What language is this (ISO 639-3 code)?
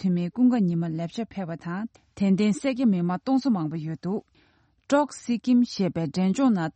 bod